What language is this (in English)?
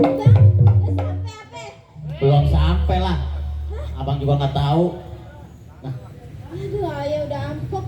Betawi